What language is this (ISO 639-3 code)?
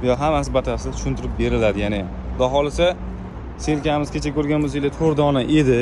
uzb